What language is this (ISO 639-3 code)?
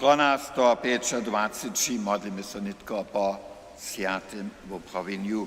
hsb